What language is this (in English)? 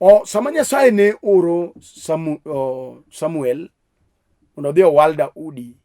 Luo (Kenya and Tanzania)